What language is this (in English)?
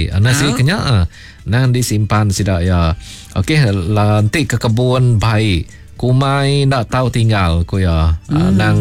Iban